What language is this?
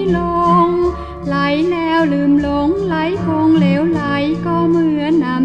Thai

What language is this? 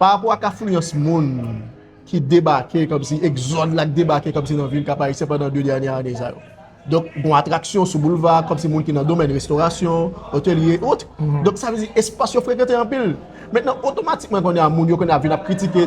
Haitian Creole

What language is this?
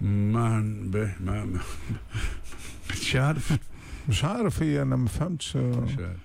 Tunisian Arabic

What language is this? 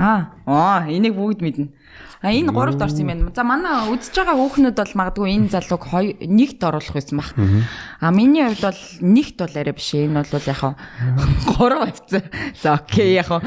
Mongolian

